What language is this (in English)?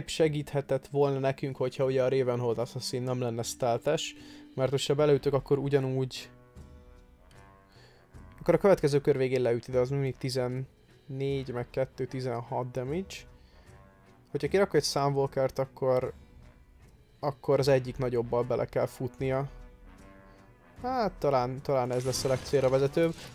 Hungarian